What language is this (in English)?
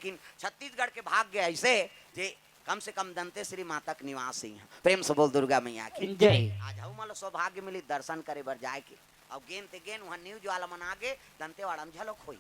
Chhattisgarhi